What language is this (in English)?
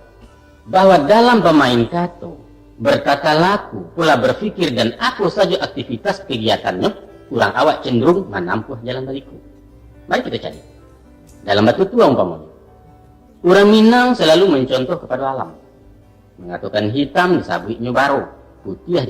Minangkabau